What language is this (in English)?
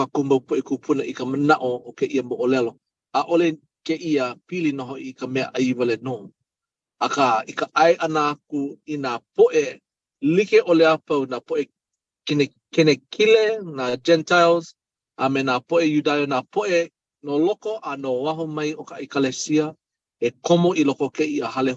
Hawaiian